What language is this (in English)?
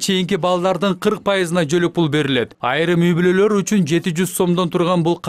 Kyrgyz